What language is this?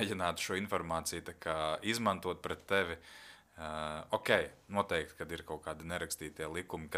Latvian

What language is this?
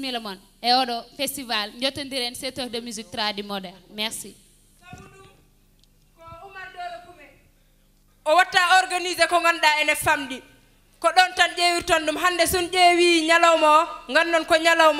Fula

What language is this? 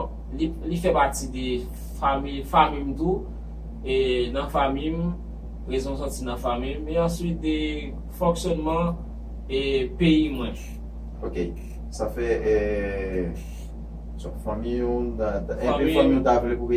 Haitian Creole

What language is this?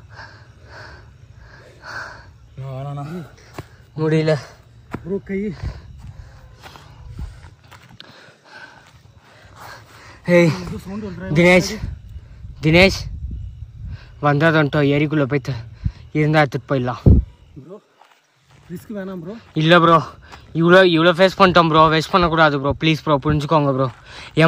Tamil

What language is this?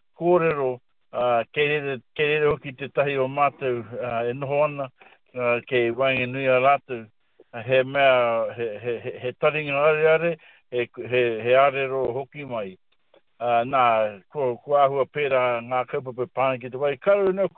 Māori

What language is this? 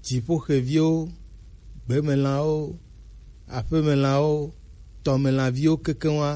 Gen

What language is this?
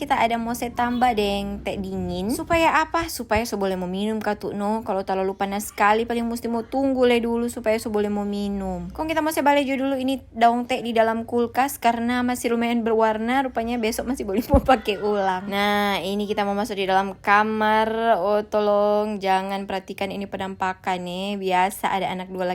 Manado Malay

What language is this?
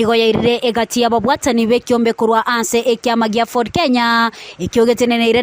Gusii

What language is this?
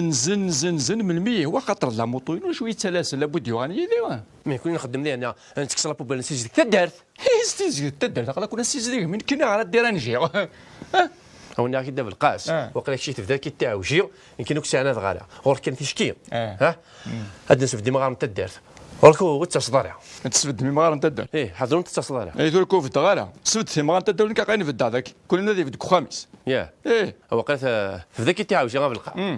Kabyle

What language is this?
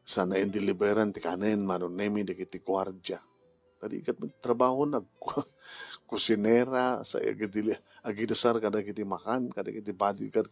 Iloko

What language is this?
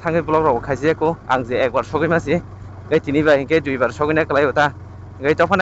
Kok Borok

